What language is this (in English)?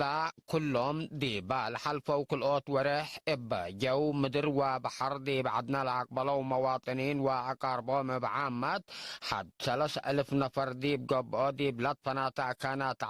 Tigre